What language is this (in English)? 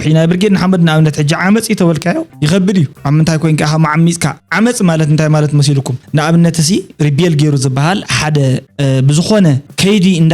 Tigrinya